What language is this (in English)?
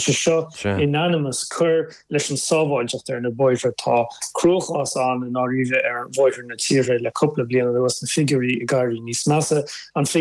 Irish